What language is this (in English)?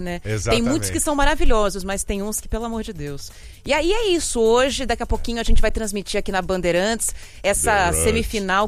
Portuguese